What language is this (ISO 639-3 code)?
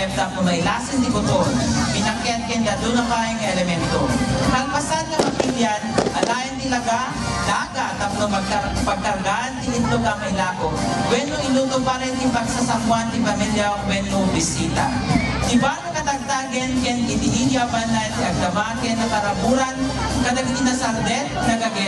ilo